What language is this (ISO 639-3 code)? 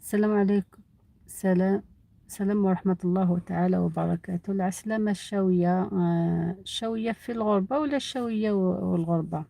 arq